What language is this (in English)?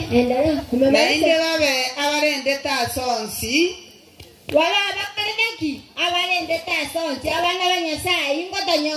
Gusii